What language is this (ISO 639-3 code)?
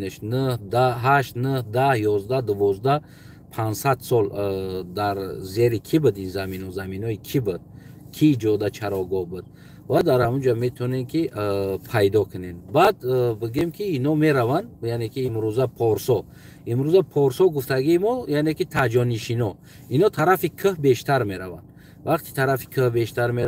tgk